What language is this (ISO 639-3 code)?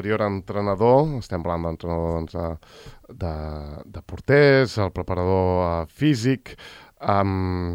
cat